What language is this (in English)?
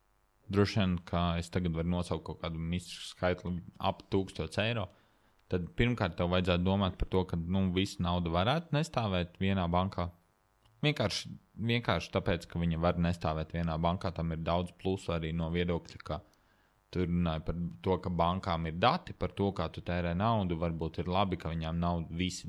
Latvian